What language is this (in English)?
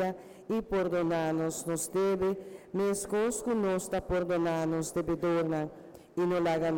Papiamento